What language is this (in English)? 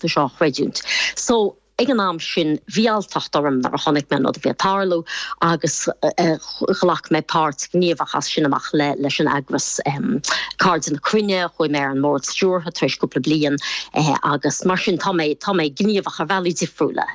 Irish